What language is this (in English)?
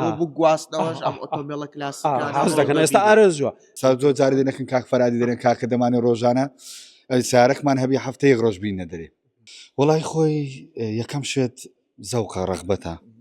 Central Kurdish